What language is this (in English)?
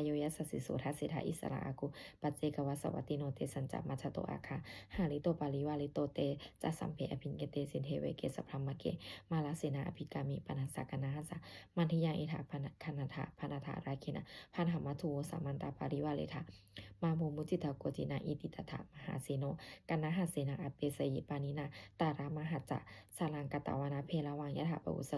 Pali